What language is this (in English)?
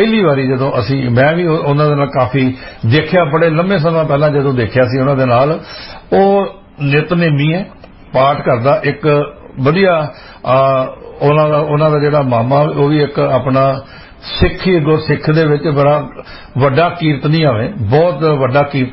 Punjabi